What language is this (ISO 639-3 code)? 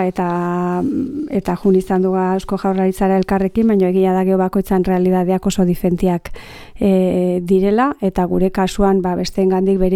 eus